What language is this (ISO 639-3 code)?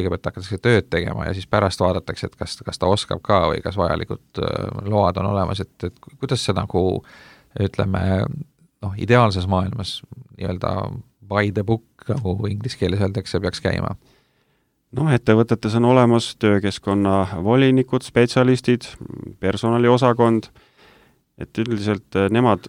est